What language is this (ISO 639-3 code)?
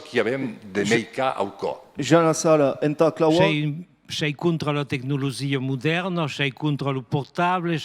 oci